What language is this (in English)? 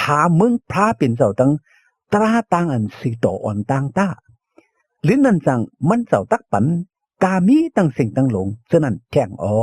Shan